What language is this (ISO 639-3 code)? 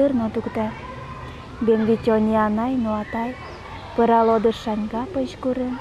udm